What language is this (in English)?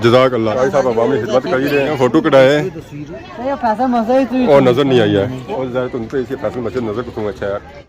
Pahari-Potwari